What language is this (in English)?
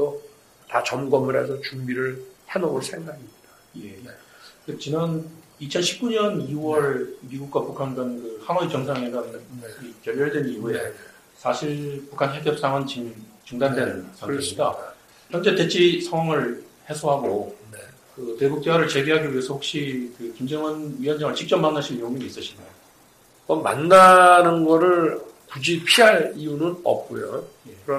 Korean